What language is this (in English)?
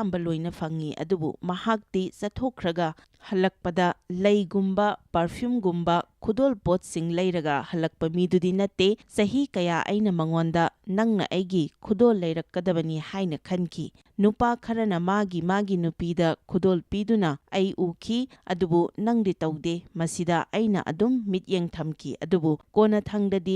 Manipuri